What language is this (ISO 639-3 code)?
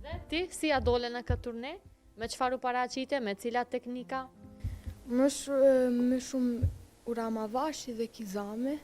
sqi